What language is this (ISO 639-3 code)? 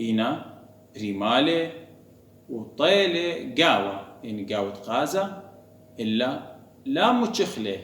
aii